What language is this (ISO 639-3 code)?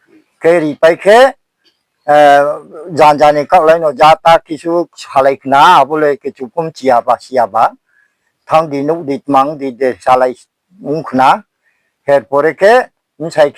ria